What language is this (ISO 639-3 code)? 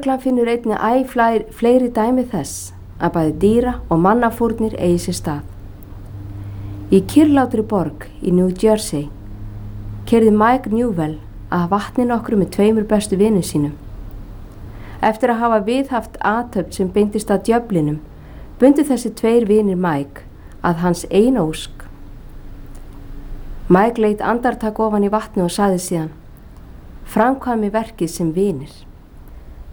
isl